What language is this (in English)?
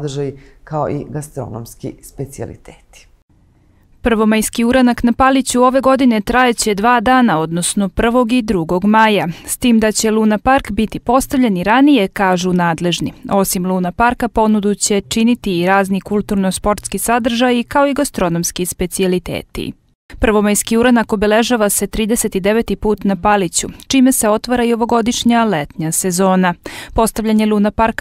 Serbian